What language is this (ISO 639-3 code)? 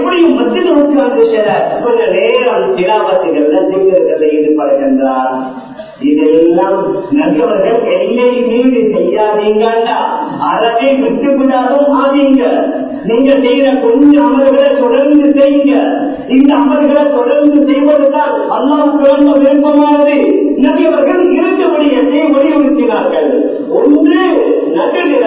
tam